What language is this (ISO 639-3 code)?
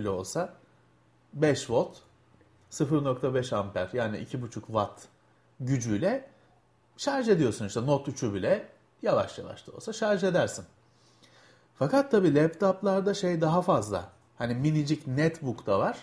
tur